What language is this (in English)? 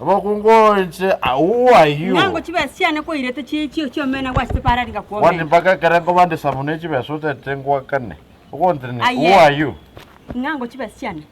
Gusii